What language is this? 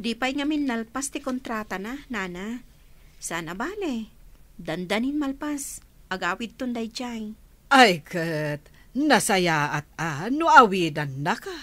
Iloko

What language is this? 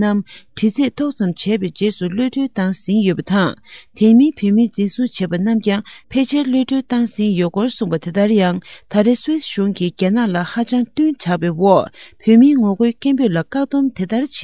Tibetan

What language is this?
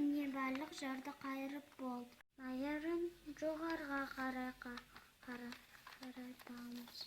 Kazakh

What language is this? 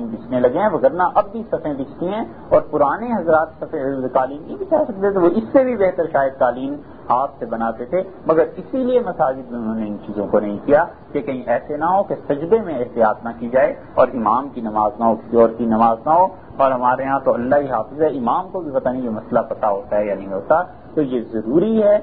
Urdu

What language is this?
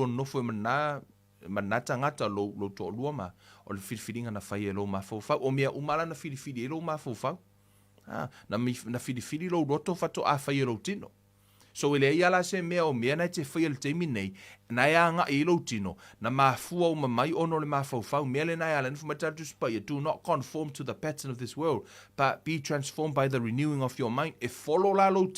Samoan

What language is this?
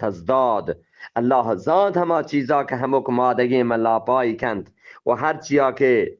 Eastern Balochi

